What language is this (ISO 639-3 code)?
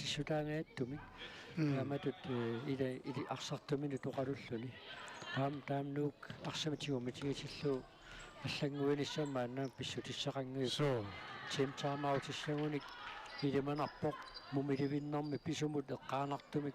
kal